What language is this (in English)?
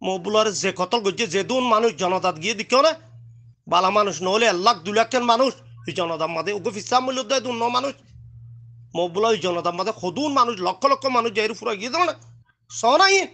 Rohingya